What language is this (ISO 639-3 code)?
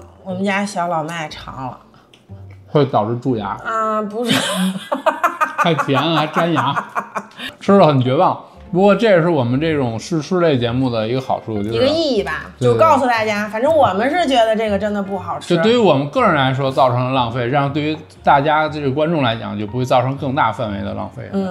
zho